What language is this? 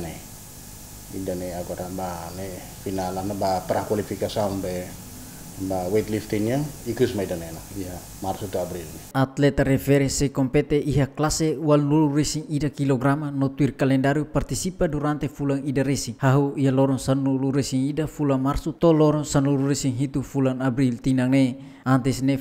Tetum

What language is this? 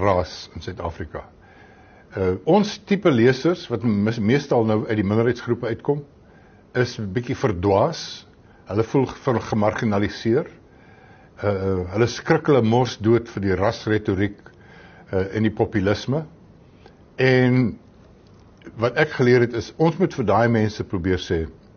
Afrikaans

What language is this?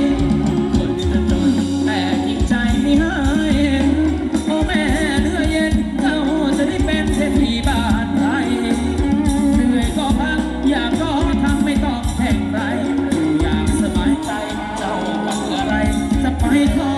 Thai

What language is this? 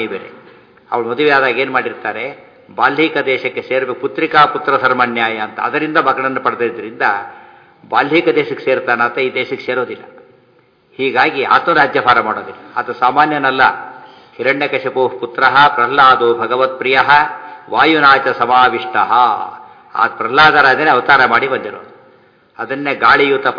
Kannada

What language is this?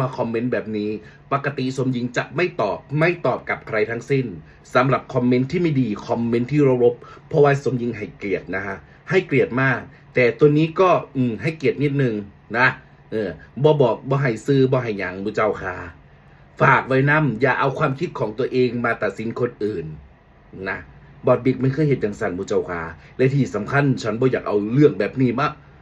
Northeastern Thai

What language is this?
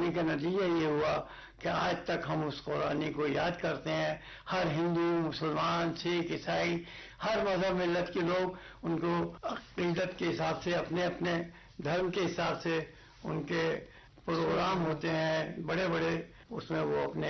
Urdu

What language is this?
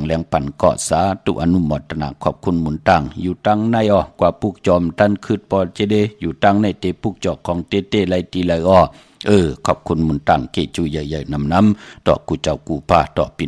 Shan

